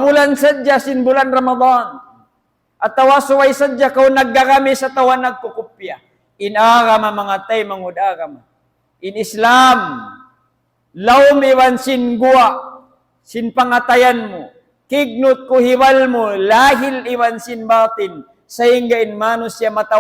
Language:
Tausug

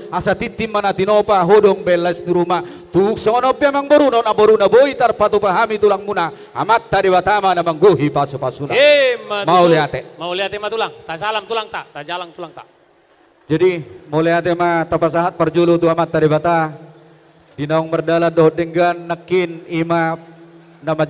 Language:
Batak Toba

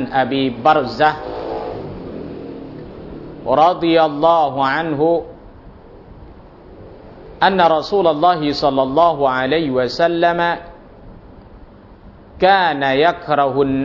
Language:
Thai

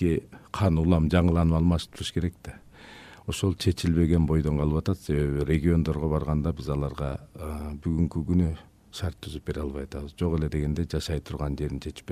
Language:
Kyrgyz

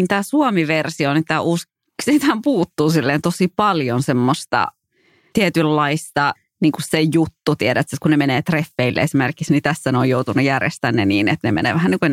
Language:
Finnish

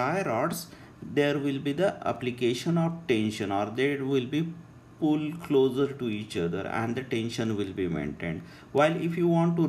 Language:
English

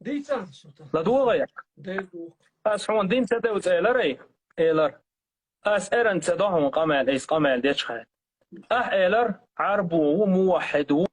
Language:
Chechen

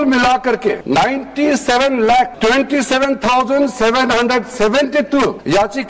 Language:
Sanskrit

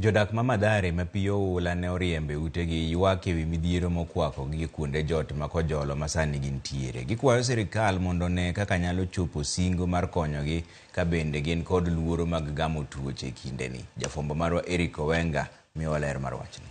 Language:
Luo (Kenya and Tanzania)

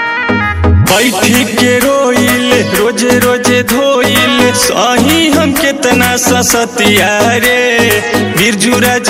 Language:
Bhojpuri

